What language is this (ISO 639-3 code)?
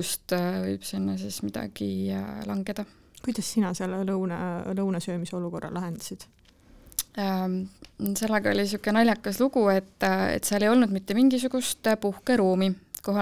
est